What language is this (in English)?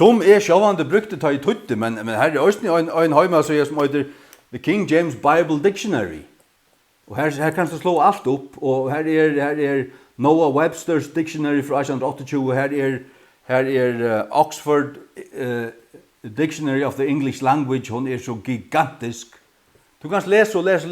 Faroese